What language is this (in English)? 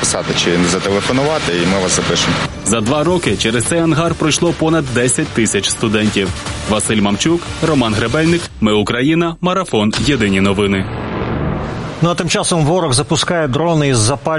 Ukrainian